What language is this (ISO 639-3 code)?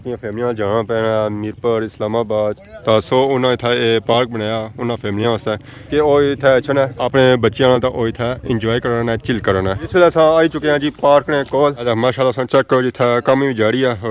phr